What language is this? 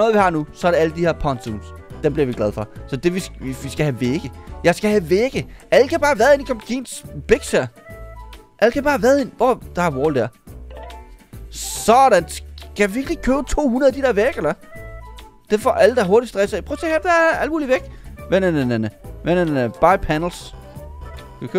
Danish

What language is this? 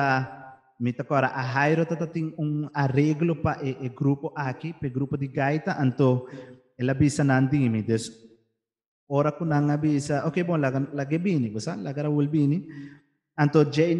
Papiamento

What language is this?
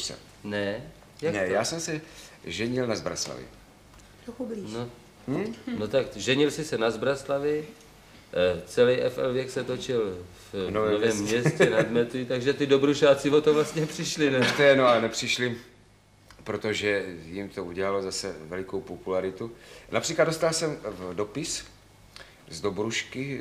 Czech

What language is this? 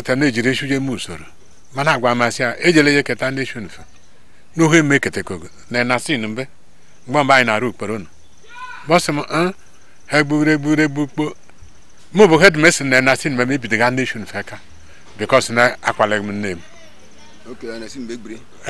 Igbo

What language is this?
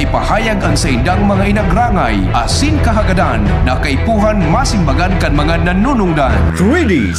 Bikol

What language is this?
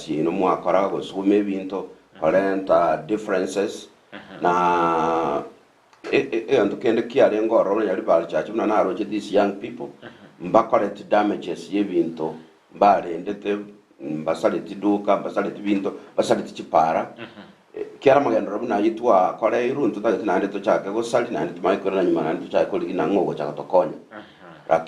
Gusii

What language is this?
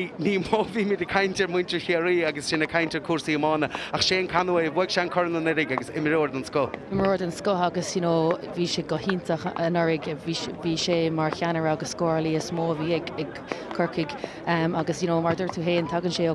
Irish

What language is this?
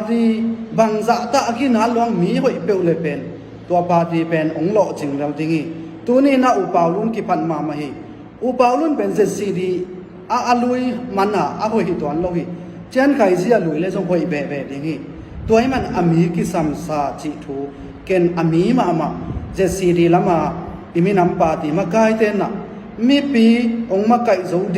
Tedim Chin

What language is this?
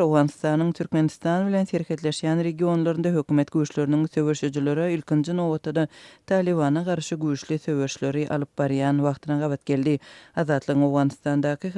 Turkmen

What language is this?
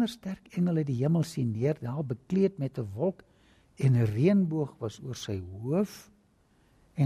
Afrikaans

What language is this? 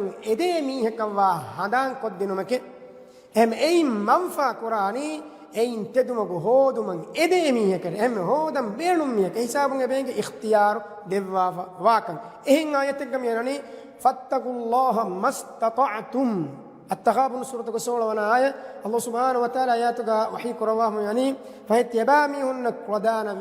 Divehi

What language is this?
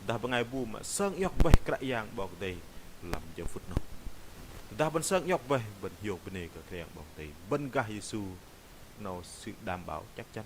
Bahnar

